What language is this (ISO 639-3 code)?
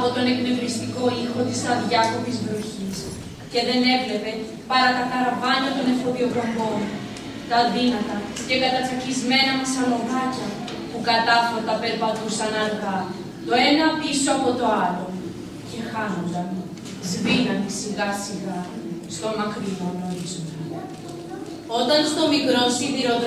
ell